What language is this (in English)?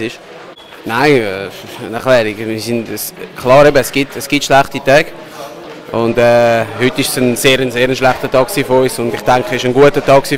Swiss German